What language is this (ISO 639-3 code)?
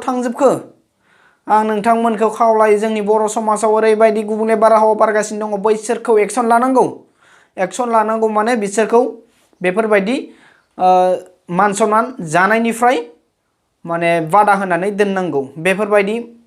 brx